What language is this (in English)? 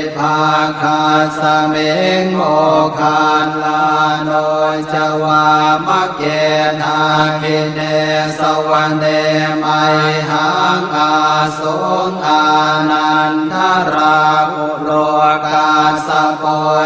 Pali